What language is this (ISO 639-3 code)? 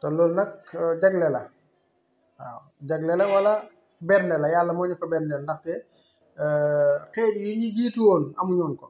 wol